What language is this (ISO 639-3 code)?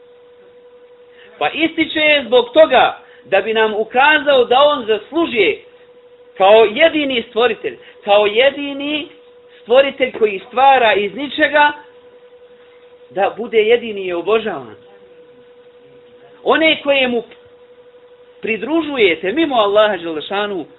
bos